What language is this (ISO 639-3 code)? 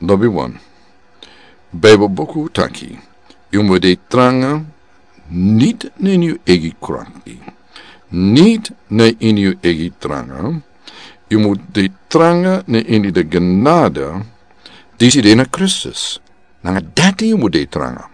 srn